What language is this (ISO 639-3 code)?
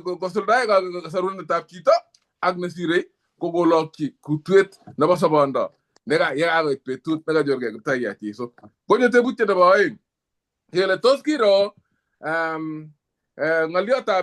kln